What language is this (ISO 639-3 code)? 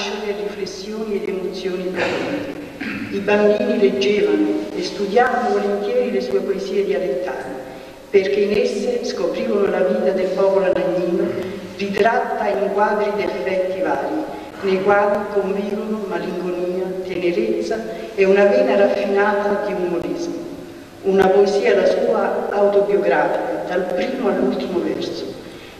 ita